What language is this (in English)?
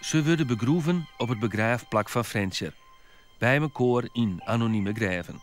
Western Frisian